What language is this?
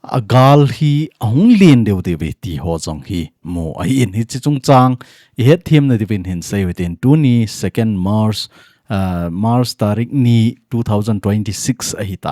Thado Chin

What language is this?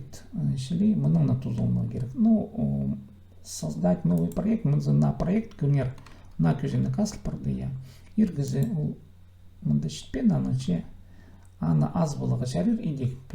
Khakas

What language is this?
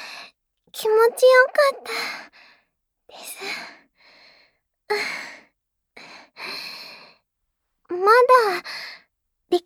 Japanese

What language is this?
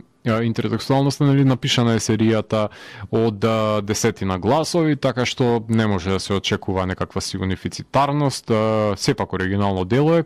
Macedonian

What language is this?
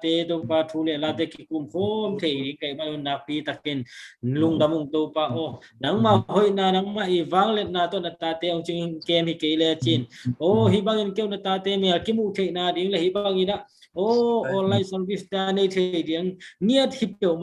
Tedim Chin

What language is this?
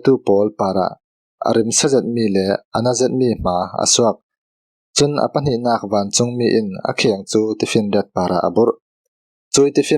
Falam Chin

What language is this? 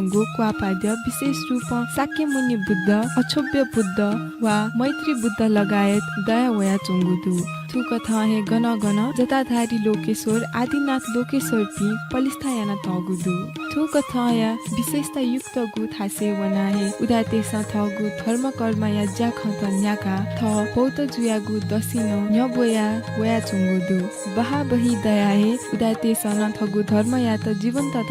Newari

